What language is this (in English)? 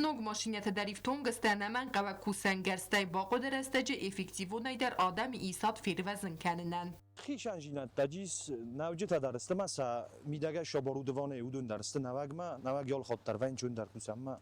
Ossetic